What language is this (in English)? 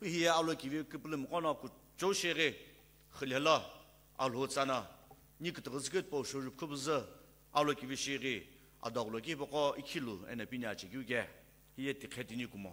Sumi Naga